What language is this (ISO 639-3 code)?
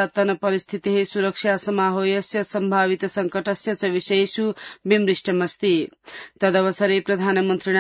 san